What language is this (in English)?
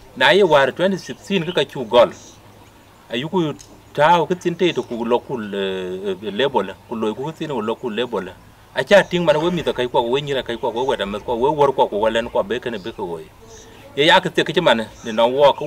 Dinka